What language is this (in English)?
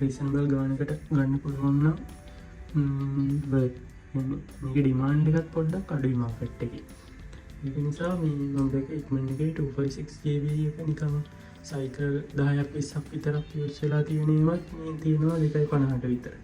Sinhala